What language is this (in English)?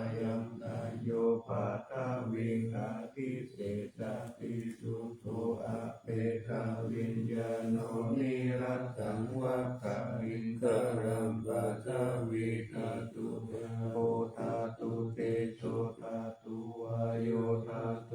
Pali